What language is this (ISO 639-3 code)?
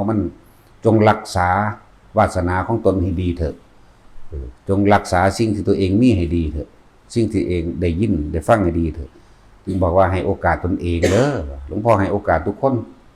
lao